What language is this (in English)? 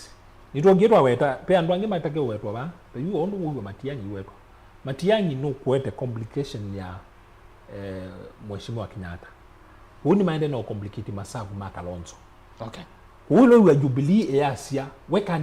Kamba